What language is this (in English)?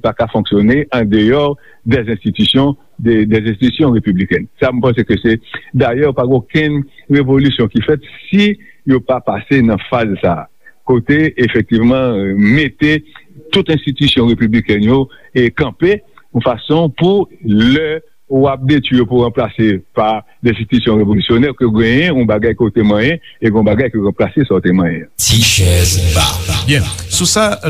Haitian Creole